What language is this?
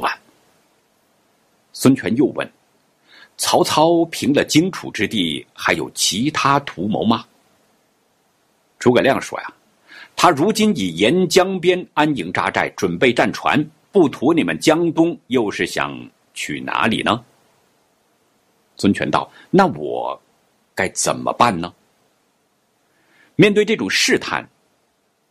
Chinese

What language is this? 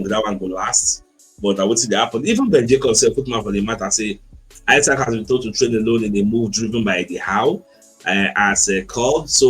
Nigerian Pidgin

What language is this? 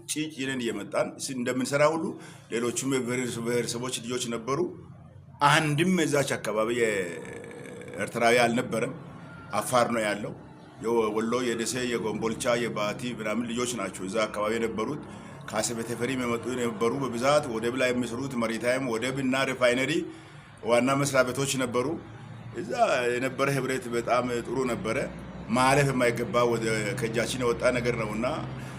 Amharic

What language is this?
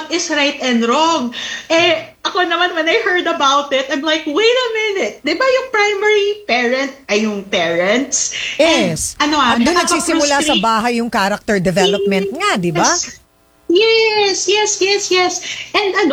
Filipino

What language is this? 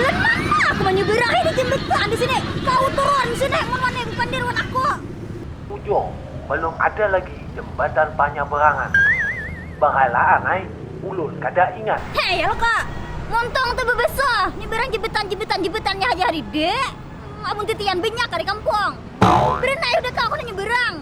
Banjar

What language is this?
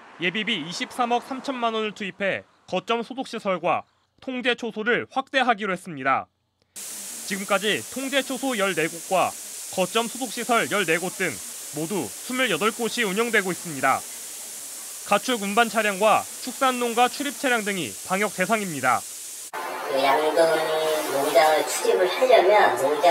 Korean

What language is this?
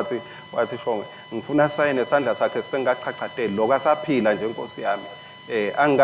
Swati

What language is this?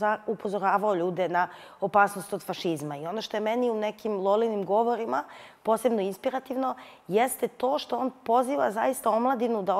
Serbian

